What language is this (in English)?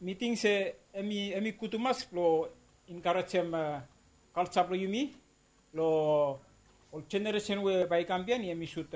Bislama